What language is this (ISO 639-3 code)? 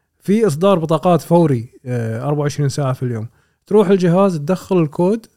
afb